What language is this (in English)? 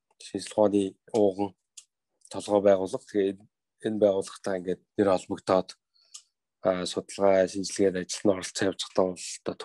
Mongolian